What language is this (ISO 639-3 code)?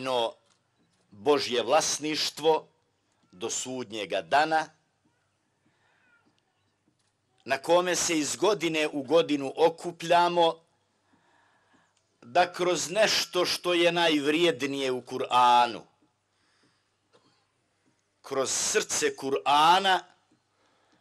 bos